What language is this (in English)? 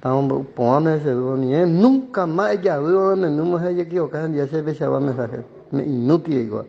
Guarani